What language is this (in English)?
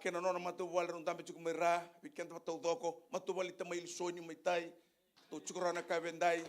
Fijian